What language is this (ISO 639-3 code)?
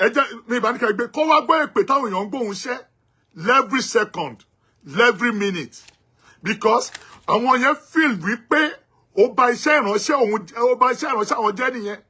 yor